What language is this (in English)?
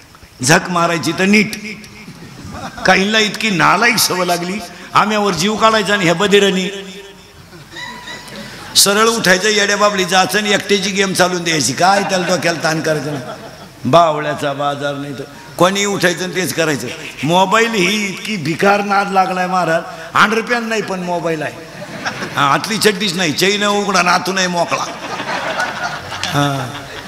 Marathi